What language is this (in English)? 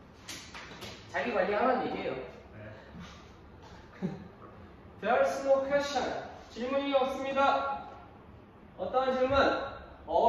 Korean